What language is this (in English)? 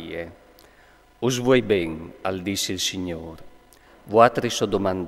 Friulian